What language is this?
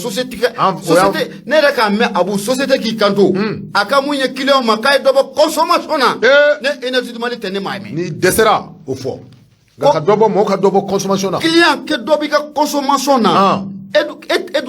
Bambara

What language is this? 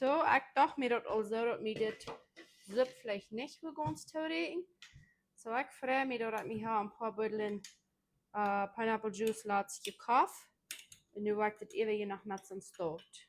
Plautdietsch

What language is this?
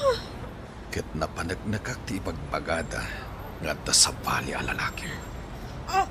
Iloko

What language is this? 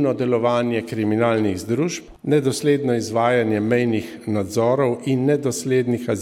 Slovenian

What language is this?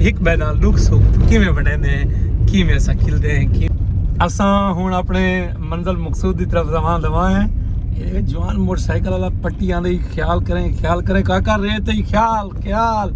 Saraiki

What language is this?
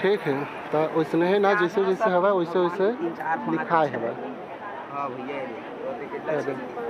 Chhattisgarhi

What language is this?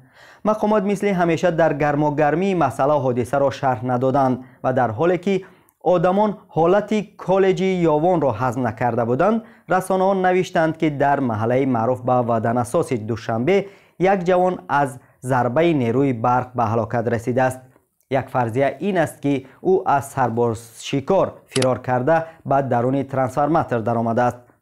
Tajik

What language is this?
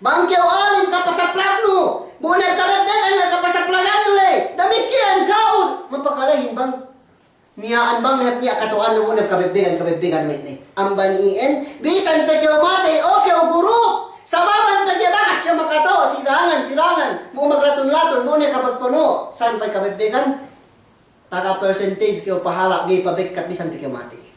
Yakan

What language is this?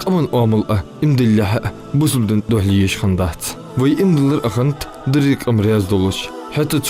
Ingush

